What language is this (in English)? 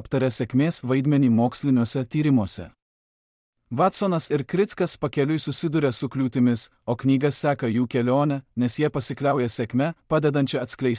Lithuanian